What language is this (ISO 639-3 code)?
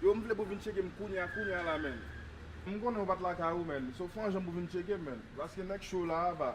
hat